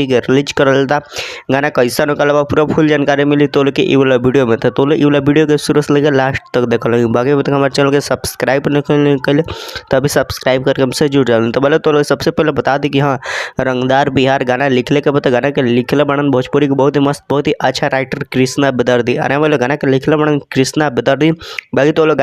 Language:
Bhojpuri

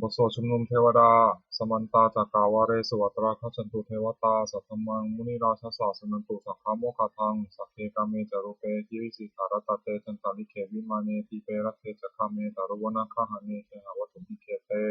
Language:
Pali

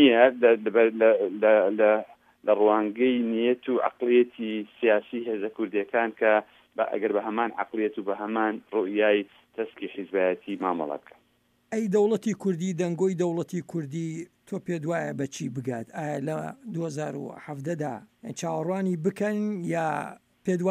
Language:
Central Kurdish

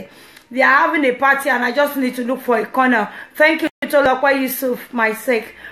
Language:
Yoruba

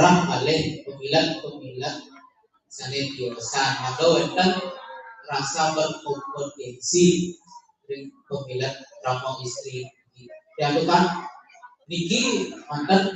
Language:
Balinese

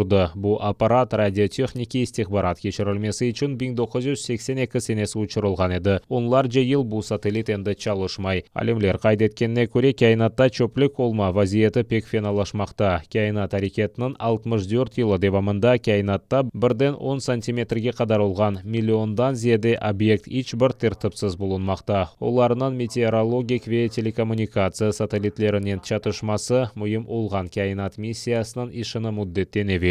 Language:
Crimean Tatar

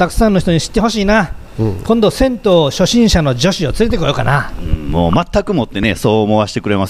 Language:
Japanese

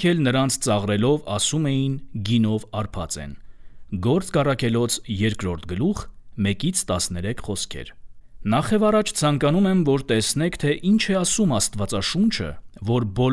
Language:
Armenian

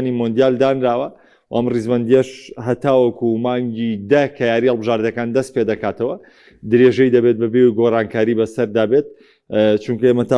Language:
Central Kurdish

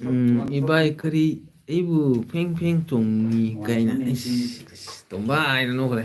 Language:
Manipuri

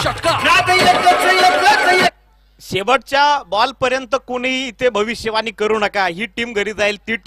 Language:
Marathi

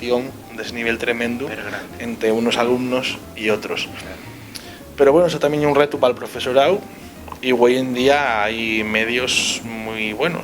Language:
Asturian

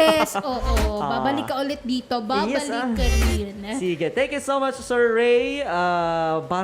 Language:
Hiligaynon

